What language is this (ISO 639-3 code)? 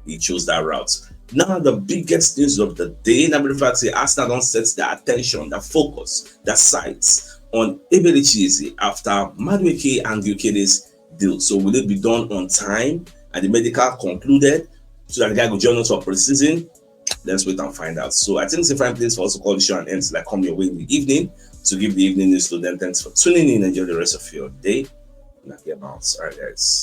pcm